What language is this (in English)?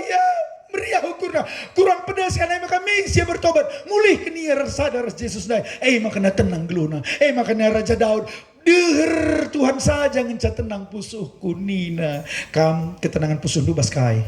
Batak Karo